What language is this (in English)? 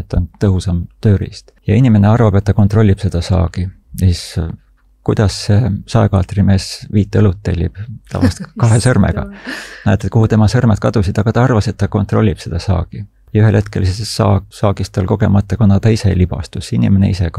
Estonian